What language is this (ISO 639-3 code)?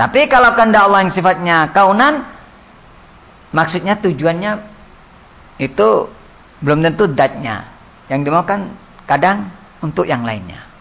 ind